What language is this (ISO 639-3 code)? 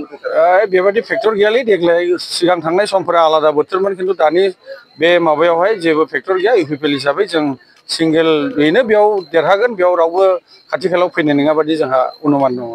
brx